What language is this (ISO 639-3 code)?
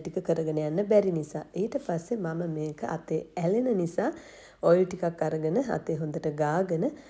sin